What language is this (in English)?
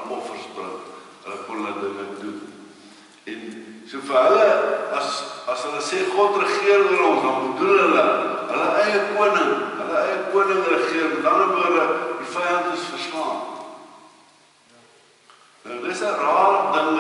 Afrikaans